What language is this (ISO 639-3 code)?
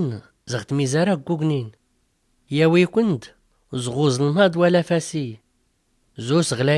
shi